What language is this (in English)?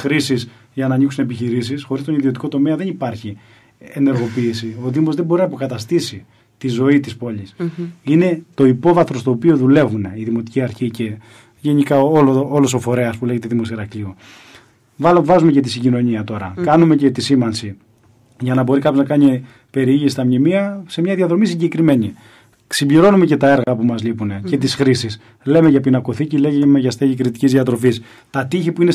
Greek